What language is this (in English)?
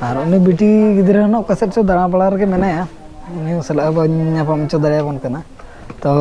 Santali